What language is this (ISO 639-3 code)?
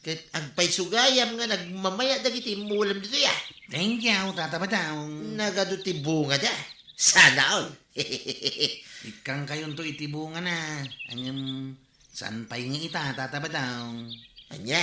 ilo